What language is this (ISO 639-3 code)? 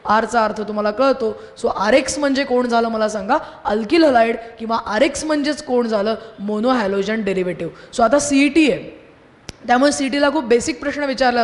mar